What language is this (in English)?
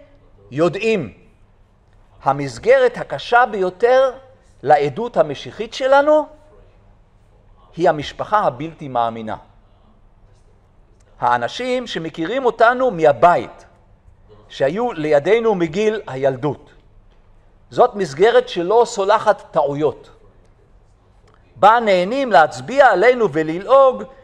Hebrew